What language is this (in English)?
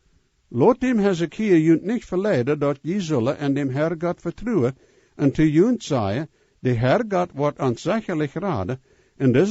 Plautdietsch